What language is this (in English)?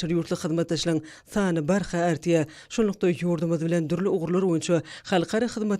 Turkmen